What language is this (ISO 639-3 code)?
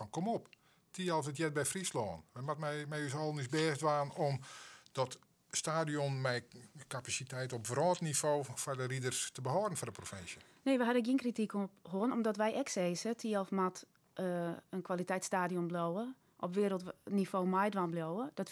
fry